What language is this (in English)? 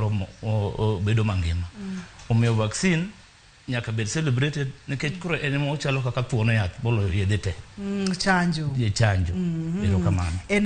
Luo (Kenya and Tanzania)